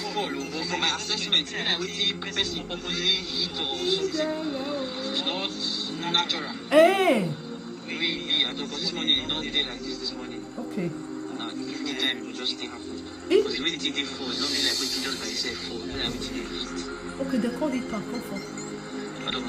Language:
Nigerian Pidgin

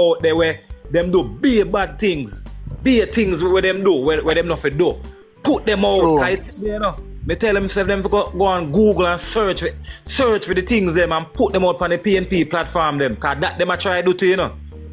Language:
Jamaican Creole English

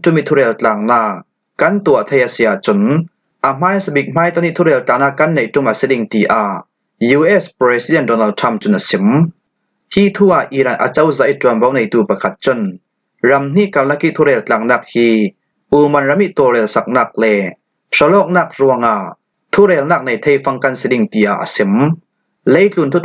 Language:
Falam Chin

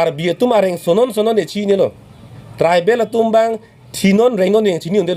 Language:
Karbi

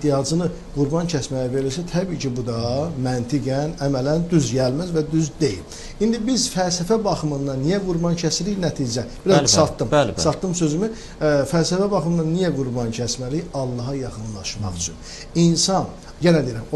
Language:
Azerbaijani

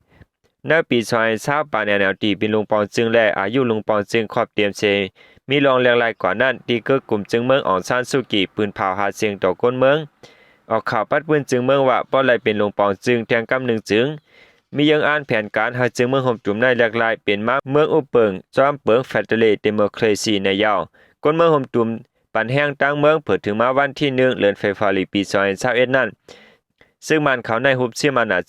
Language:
Shan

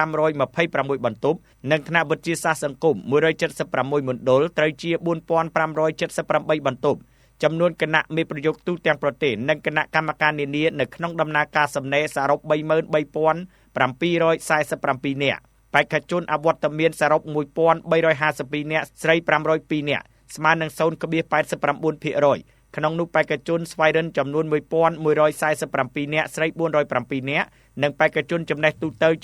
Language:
Khmer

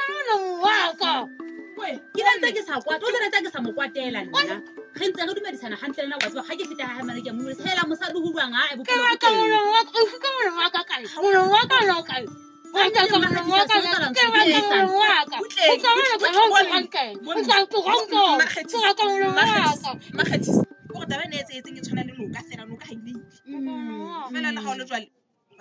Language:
Southern Sotho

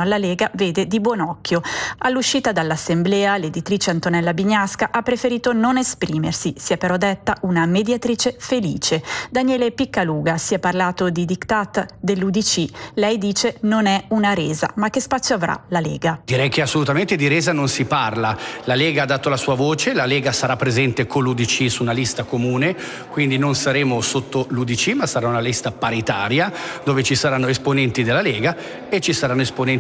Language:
Italian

